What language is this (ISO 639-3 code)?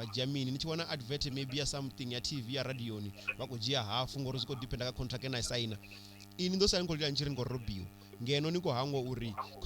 ven